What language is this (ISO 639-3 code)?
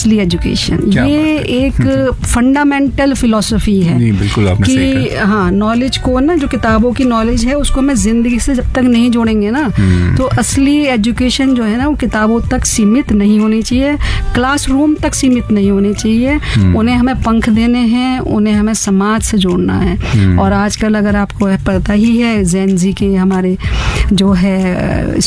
hin